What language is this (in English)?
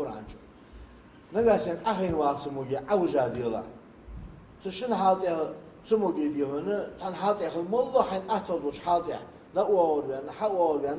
Ingush